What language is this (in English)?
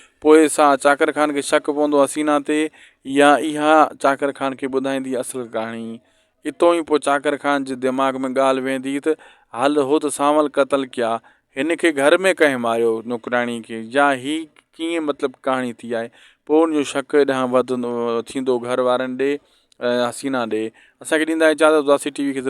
Sindhi